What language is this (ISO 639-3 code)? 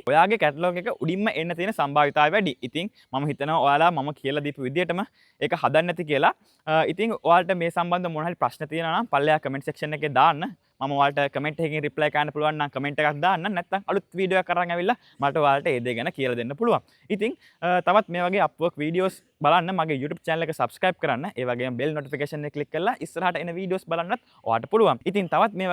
sin